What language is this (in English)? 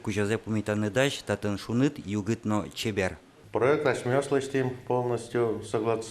Udmurt